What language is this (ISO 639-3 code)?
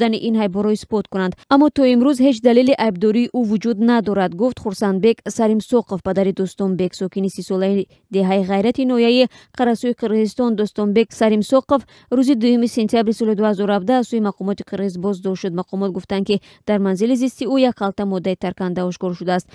tgk